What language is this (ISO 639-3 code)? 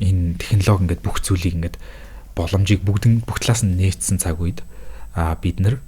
mon